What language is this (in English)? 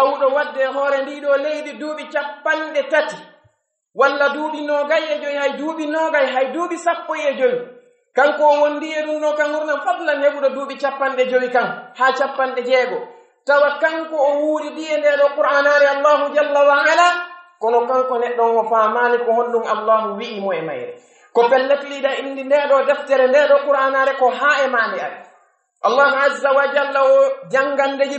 Pular